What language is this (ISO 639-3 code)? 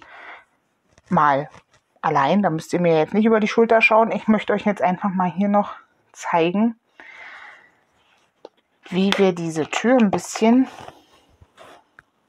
deu